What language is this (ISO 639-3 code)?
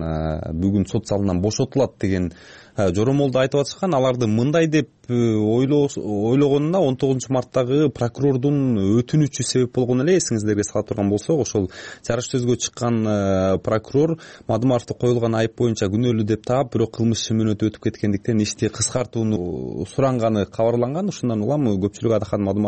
kir